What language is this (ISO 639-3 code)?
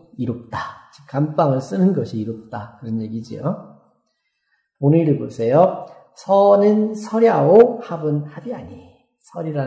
kor